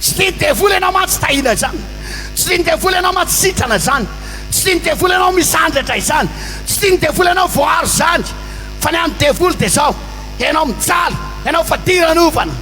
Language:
Malagasy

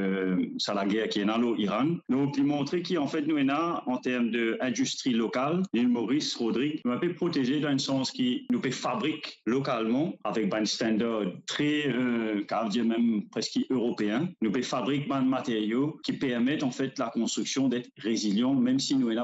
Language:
Morisyen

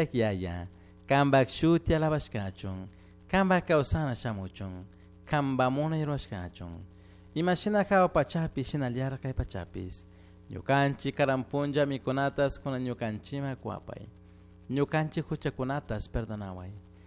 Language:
Chimborazo Highland Quichua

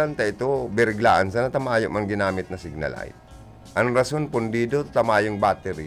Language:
Bikol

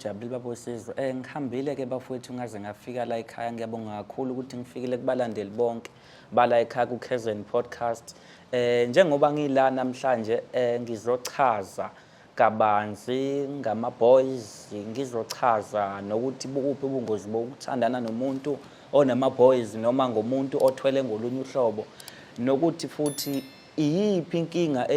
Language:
Zulu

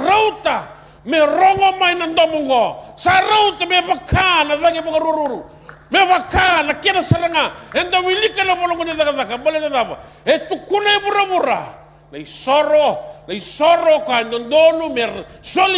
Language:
Fijian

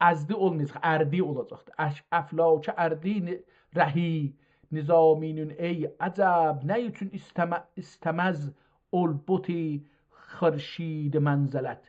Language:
South Azerbaijani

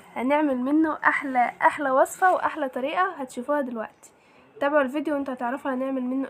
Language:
Egyptian Arabic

